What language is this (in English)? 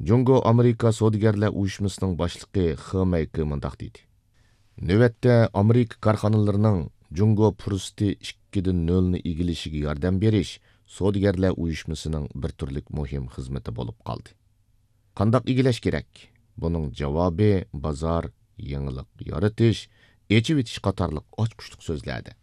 Uyghur